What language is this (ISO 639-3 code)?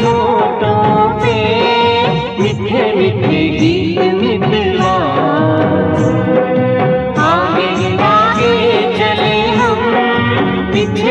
hin